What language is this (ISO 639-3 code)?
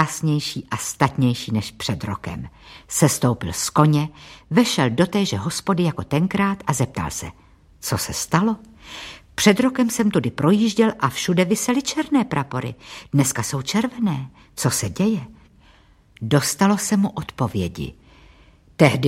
ces